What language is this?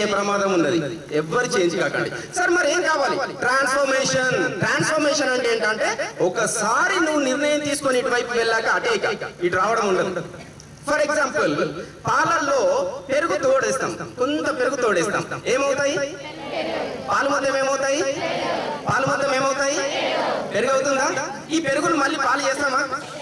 Telugu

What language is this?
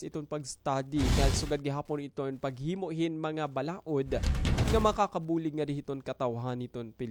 Waray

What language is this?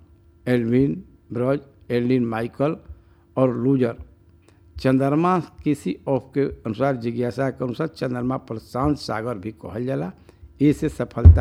Bhojpuri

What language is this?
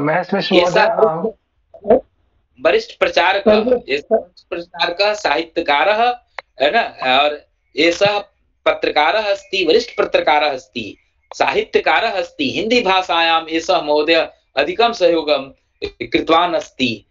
Sanskrit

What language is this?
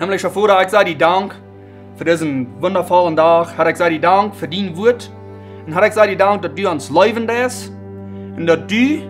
Plautdietsch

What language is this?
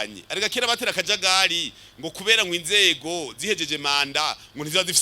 Rundi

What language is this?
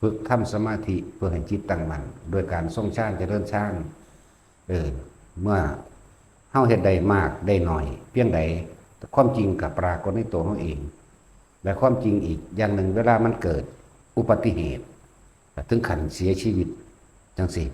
Lao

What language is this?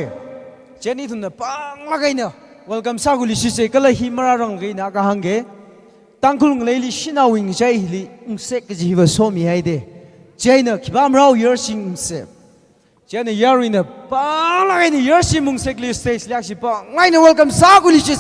Tangkhul Naga (India)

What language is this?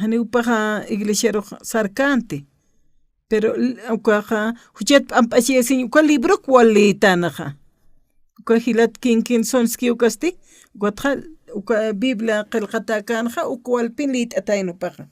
Aymara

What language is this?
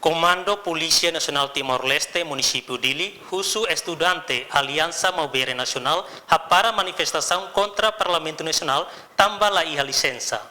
Tetum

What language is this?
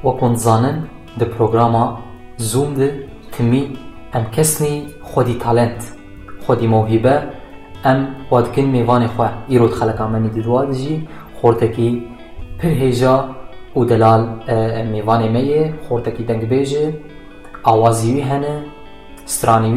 Kurdish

